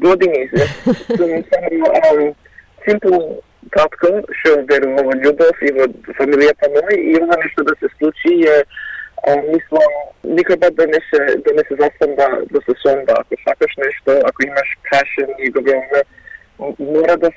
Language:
Macedonian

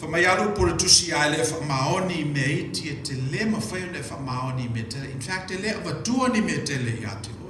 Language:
Samoan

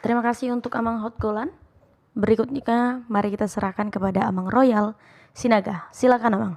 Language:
Batak Toba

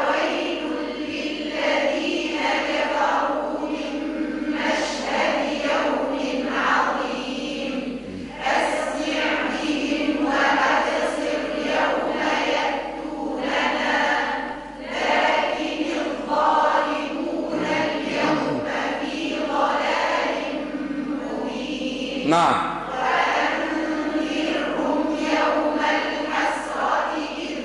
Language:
Arabic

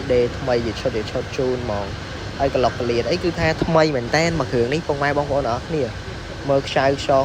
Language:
Khmer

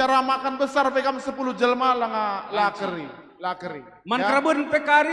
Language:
Batak Karo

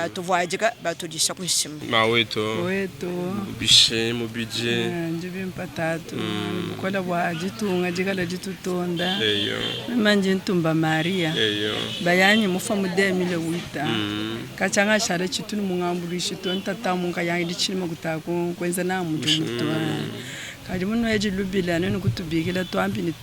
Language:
Luba-Lulua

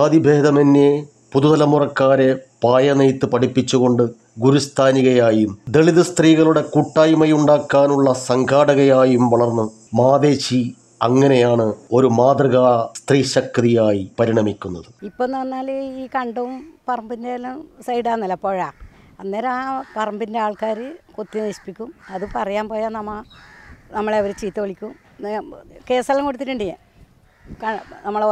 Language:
Malayalam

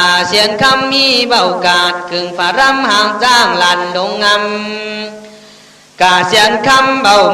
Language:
Khün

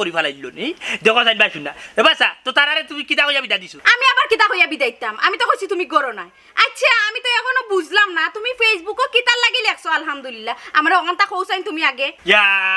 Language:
Sylheti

